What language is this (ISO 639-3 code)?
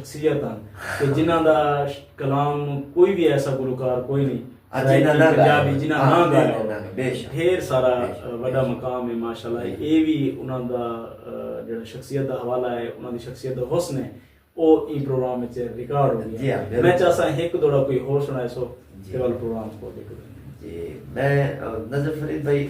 skr